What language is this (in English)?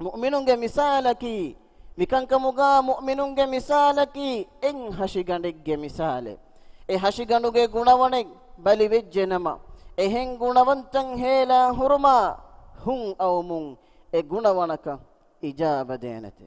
Divehi